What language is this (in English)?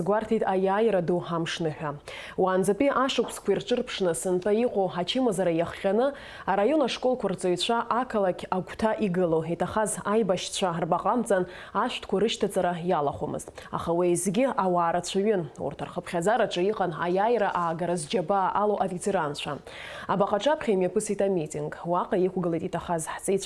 Abkhazian